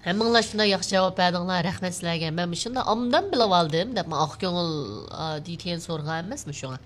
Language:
Uyghur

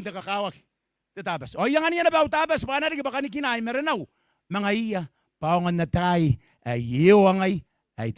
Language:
Gilbertese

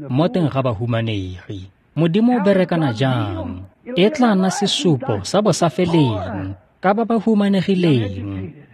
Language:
Tswana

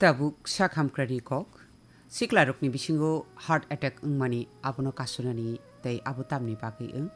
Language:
Kok Borok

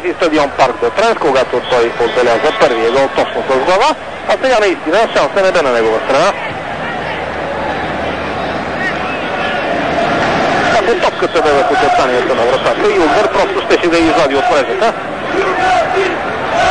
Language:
Bulgarian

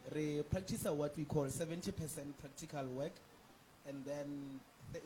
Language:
Northern Sotho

